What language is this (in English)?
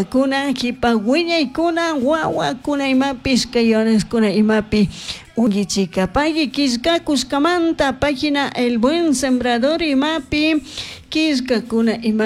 Chimborazo Highland Quichua